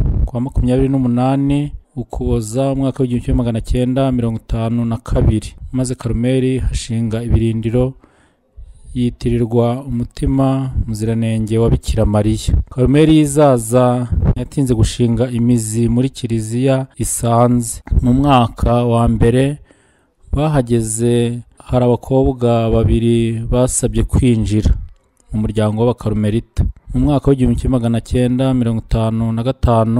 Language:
Kinyarwanda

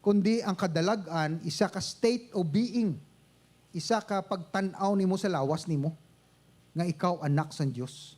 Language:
Hiligaynon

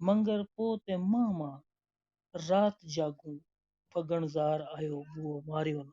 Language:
Gujari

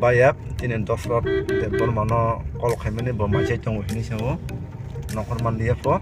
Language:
Kok Borok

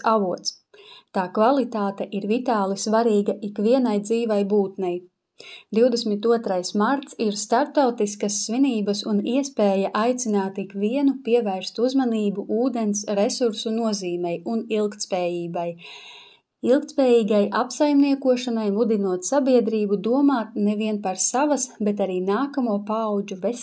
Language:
Latvian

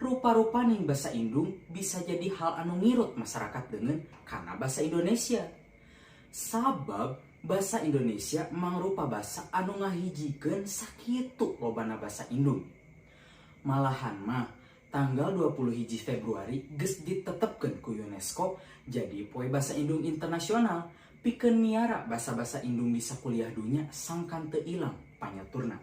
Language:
Sundanese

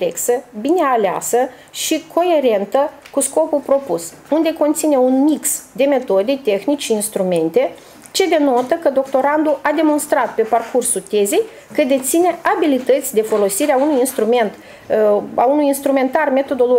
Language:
Romanian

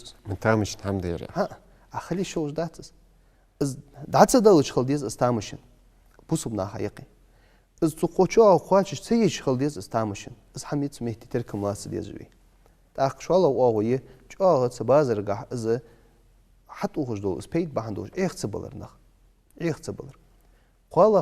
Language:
Ingush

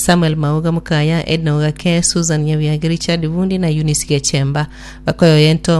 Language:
Gusii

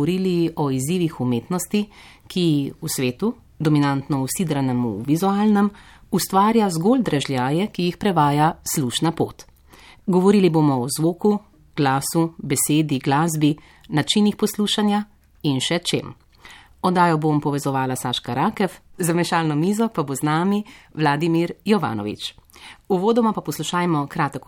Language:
Slovenian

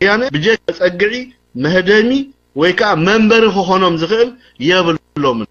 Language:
Tigrinya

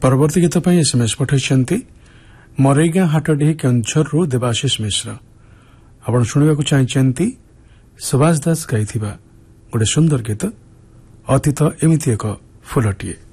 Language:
Odia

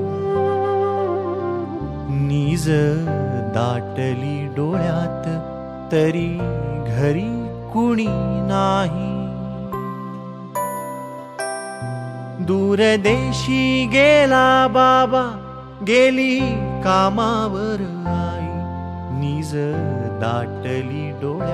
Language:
Marathi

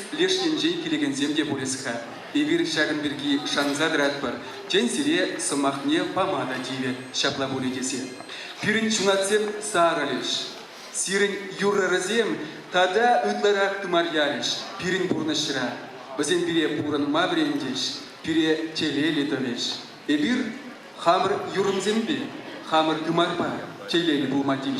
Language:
Chuvash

